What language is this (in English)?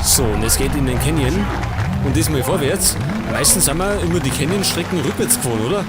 Bavarian